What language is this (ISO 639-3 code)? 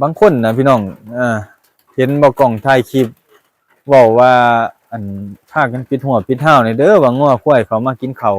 lao